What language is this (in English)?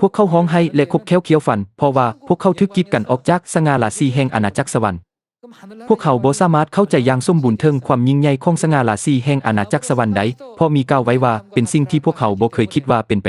Lao